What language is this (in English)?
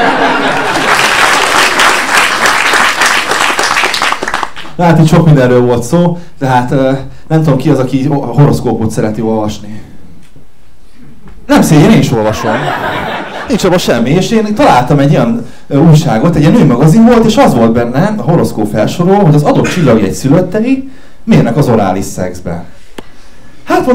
Hungarian